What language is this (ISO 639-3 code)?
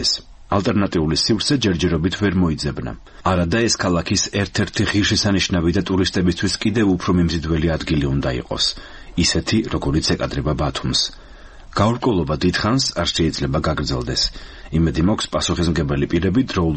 kat